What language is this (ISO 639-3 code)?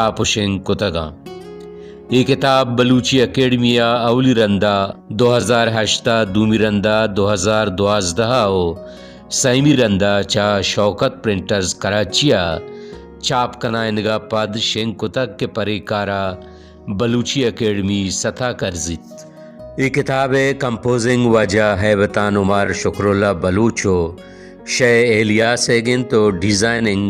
bal